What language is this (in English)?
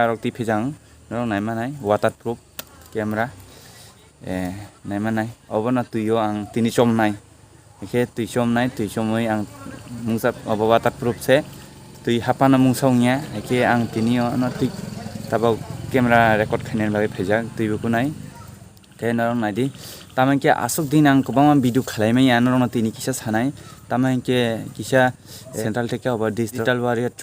Kok Borok